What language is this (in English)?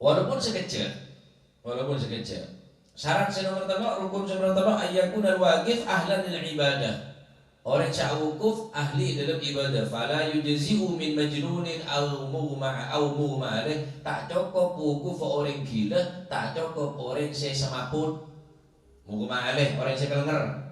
Madurese